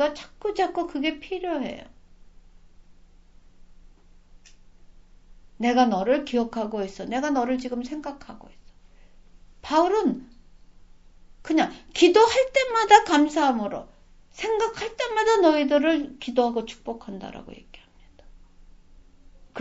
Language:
Korean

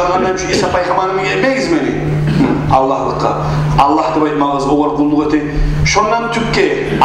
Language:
Kumyk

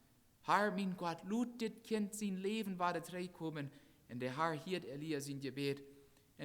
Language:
Plautdietsch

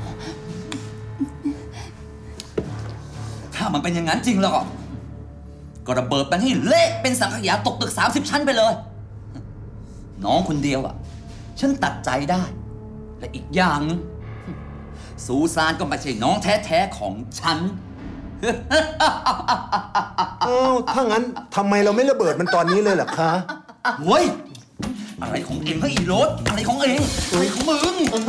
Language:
Thai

